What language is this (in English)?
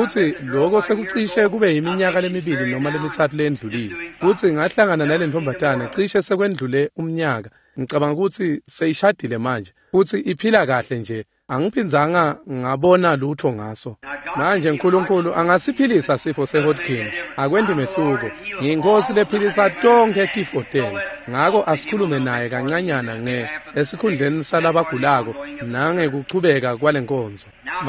Swati